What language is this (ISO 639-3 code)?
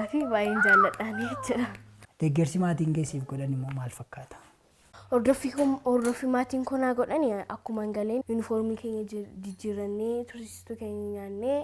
orm